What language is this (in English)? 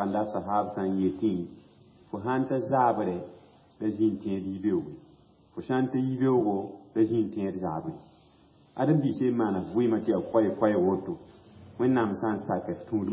Mossi